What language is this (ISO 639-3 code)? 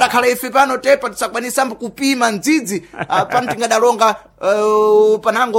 seh